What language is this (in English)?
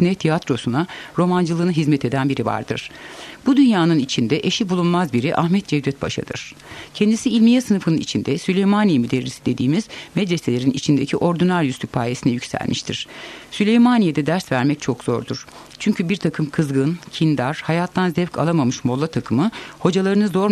Turkish